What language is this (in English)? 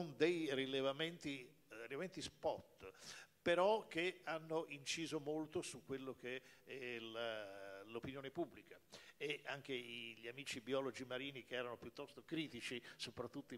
Italian